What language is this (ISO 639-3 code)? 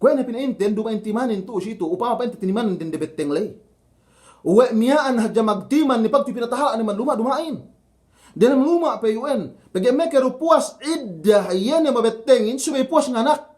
yka